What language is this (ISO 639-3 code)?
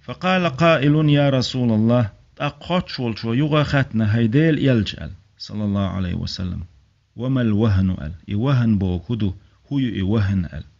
che